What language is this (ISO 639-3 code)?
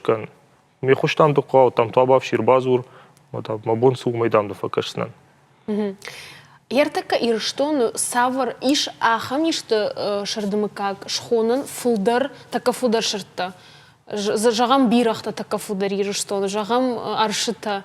oss